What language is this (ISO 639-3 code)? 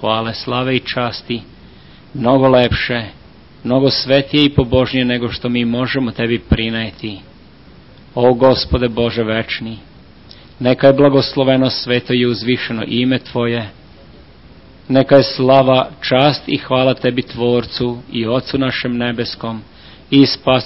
srp